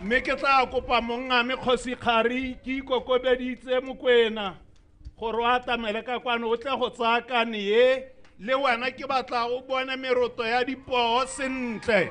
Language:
Tswana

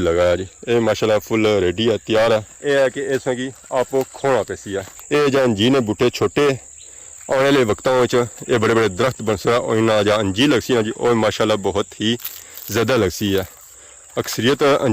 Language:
Pahari-Potwari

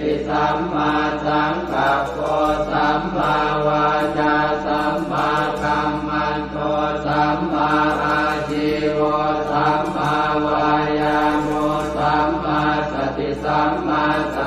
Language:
Pali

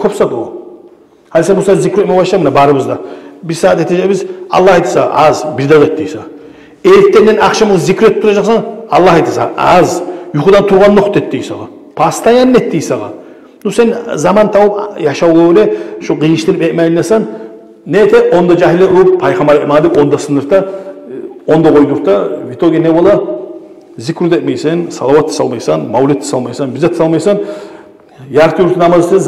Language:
Kumyk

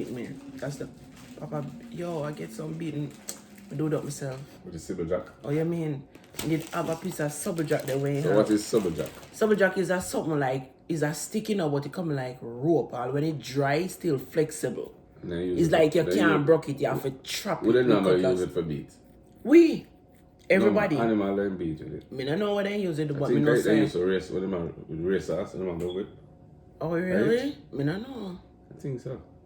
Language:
Jamaican Creole English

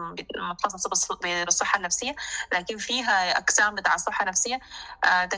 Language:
Sudanese Arabic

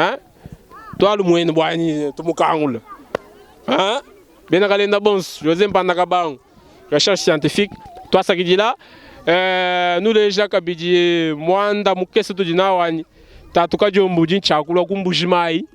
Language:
Luba-Lulua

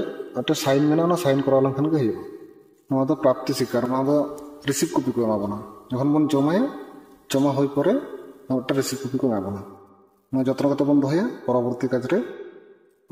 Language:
Santali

